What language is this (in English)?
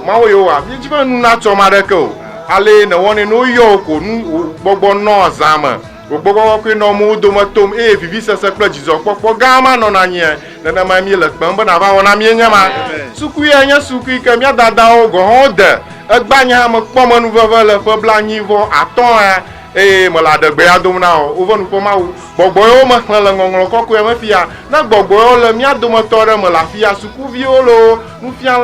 Ewe